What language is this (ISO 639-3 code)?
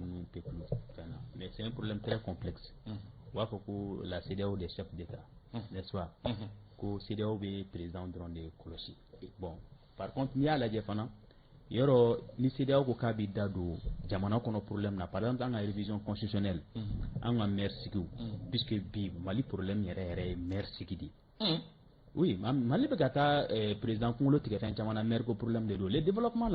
bam